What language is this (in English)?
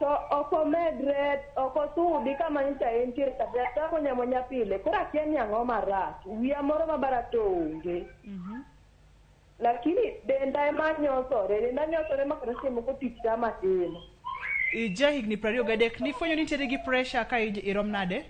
Luo (Kenya and Tanzania)